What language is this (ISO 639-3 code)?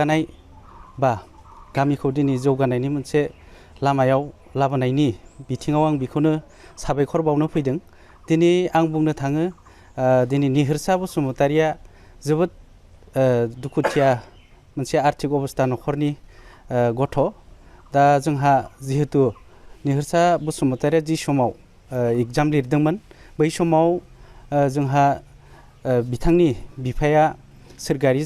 brx